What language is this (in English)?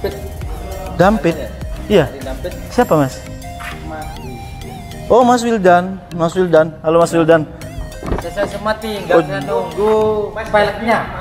Indonesian